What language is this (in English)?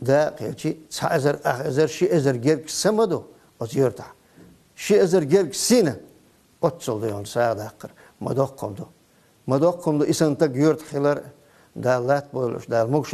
Chechen